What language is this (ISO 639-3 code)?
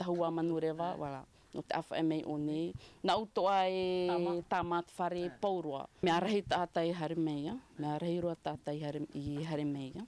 tah